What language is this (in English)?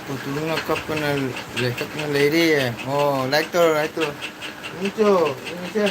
Manipuri